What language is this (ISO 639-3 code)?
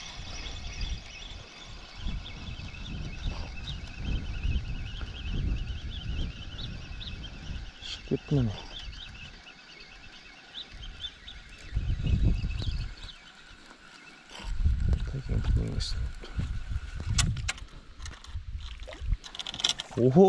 kaz